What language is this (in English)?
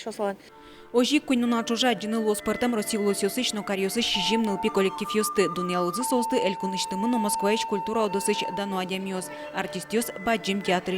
Udmurt